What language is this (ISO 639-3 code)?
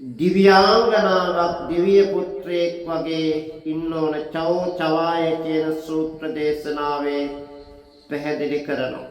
sin